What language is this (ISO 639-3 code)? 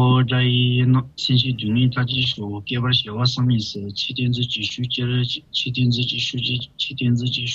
bod